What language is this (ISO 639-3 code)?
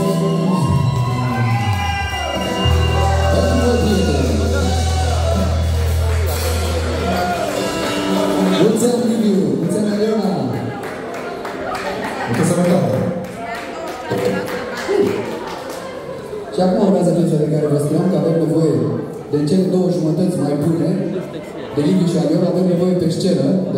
ron